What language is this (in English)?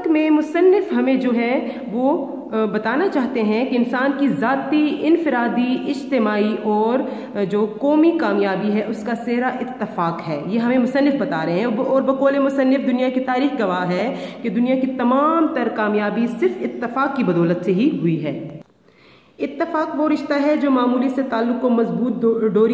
Urdu